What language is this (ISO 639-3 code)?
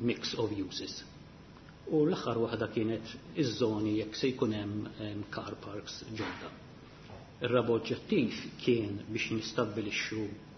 mlt